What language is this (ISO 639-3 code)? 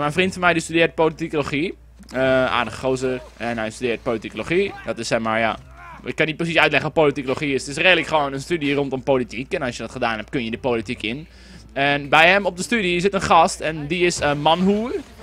nld